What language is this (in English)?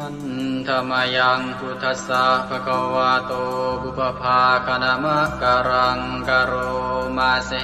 Pali